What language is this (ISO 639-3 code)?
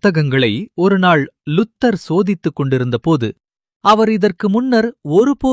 tam